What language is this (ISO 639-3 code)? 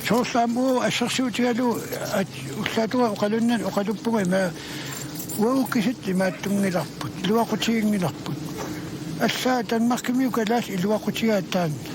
kal